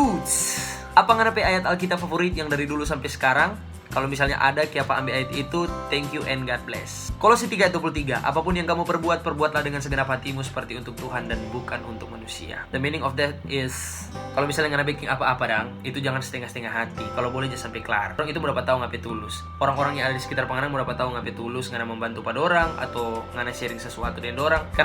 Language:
Manado Malay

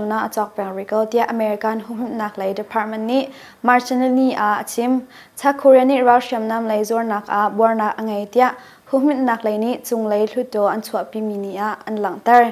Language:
Hakha Chin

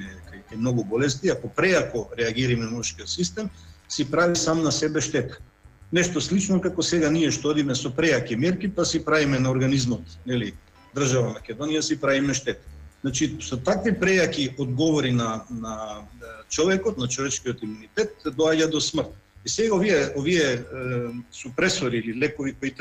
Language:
Macedonian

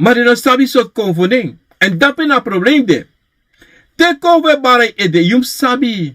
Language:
Sranan Tongo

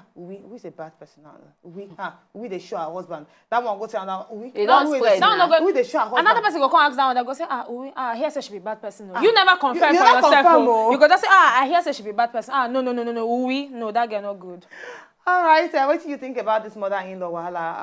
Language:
Nigerian Pidgin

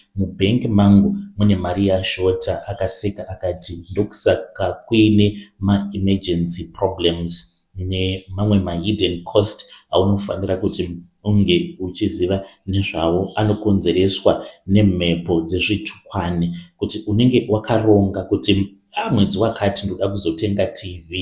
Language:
Shona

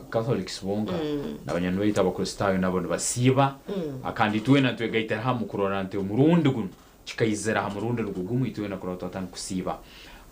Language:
Nyankole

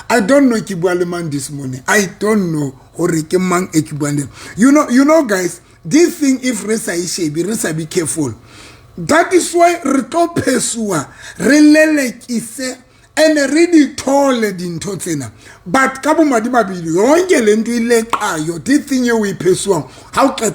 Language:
Southern Sotho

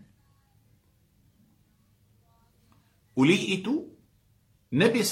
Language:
Malay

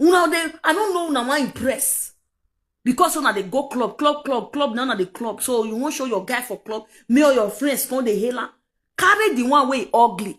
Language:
Nigerian Pidgin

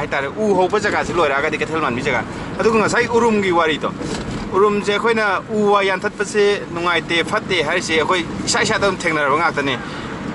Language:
Manipuri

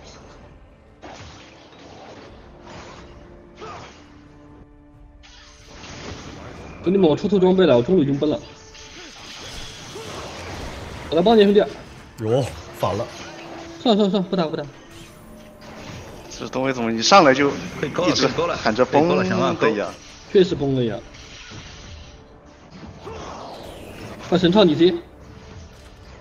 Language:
Chinese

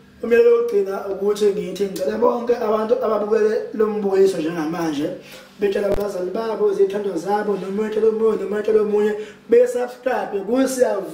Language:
Zulu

